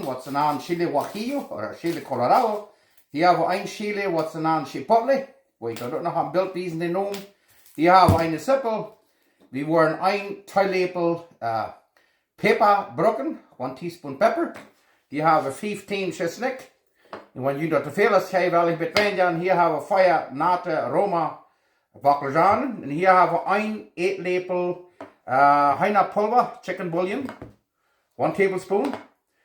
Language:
Plautdietsch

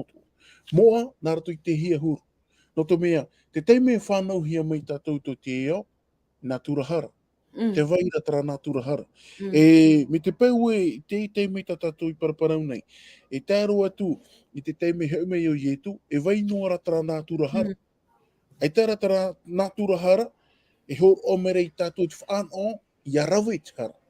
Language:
Tahitian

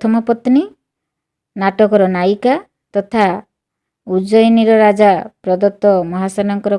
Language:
Odia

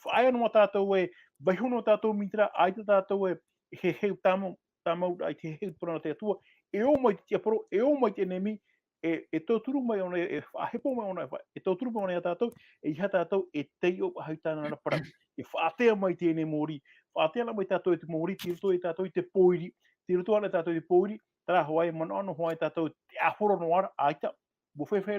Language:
Tahitian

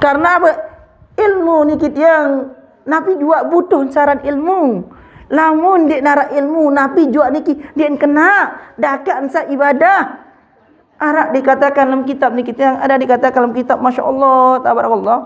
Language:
Sasak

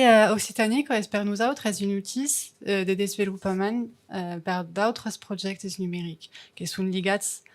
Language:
Occitan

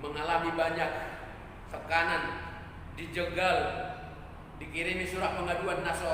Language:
Batak Toba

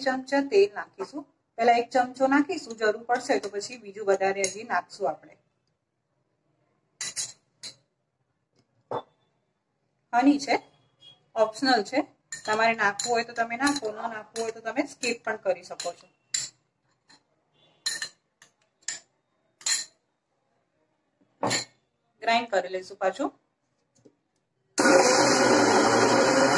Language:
Gujarati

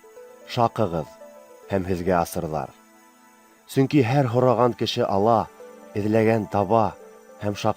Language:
Bashkir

